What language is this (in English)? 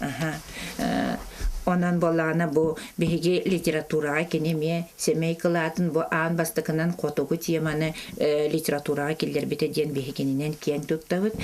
Yakut